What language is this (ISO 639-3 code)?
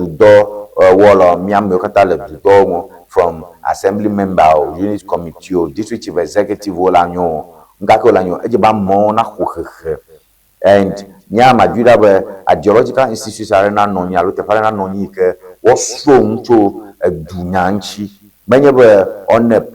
ewe